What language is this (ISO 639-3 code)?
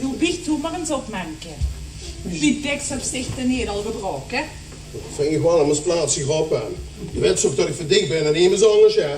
lim